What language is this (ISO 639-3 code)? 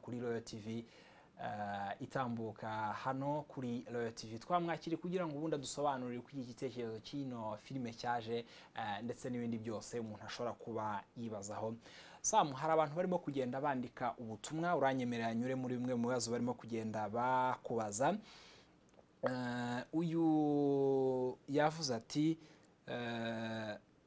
kin